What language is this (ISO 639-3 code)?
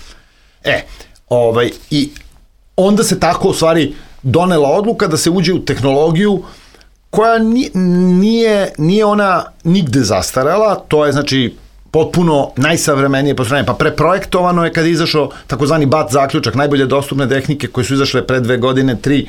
srp